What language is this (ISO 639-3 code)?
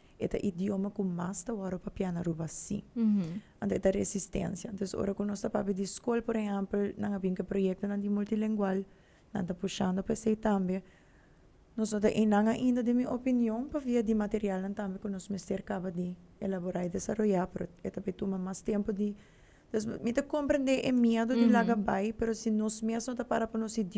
pap